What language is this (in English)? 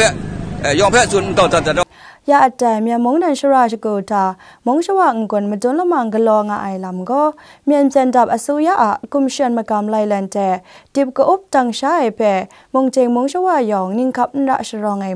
Kachin